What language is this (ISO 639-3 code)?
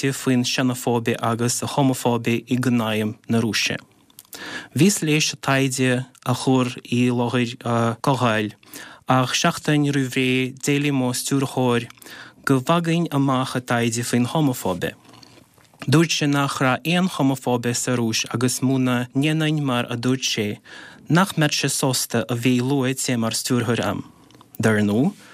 gle